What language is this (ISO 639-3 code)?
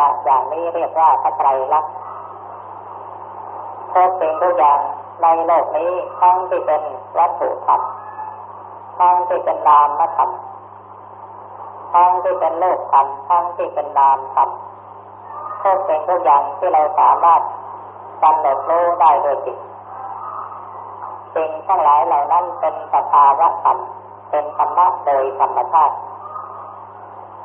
tha